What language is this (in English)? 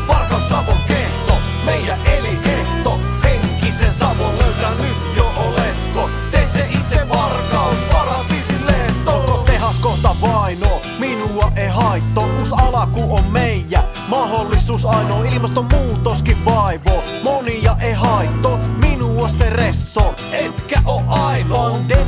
Finnish